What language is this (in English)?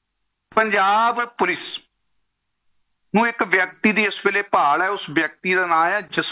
Punjabi